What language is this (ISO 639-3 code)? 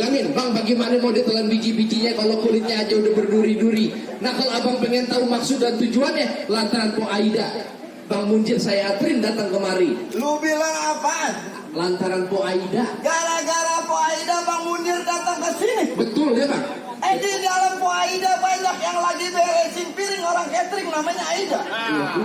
bew